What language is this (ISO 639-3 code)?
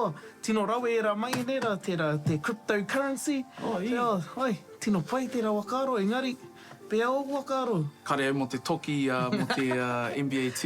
mri